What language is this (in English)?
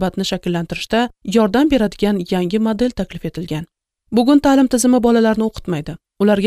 Uzbek